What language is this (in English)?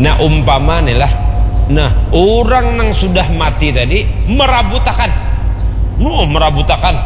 Banjar